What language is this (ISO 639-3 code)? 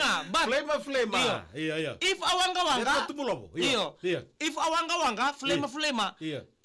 fij